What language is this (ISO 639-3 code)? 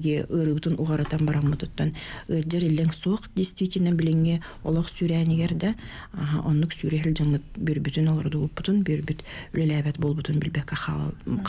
sah